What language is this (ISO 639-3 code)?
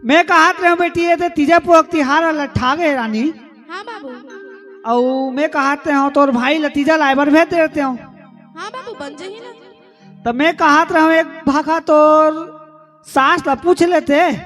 hne